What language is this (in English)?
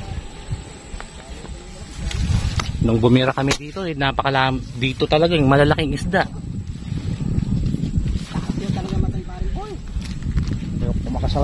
Filipino